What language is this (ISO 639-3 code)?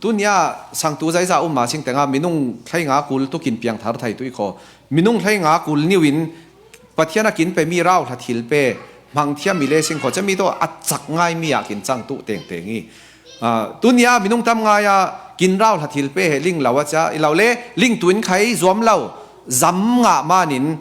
cfm